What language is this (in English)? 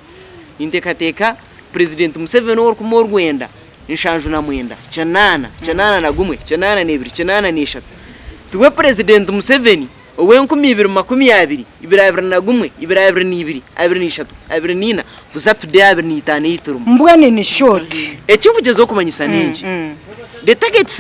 Nyankole